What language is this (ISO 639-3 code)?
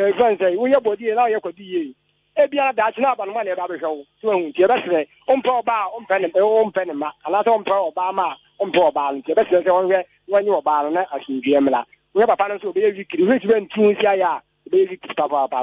aka